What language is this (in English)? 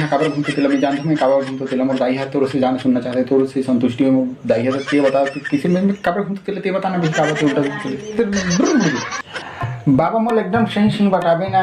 Chhattisgarhi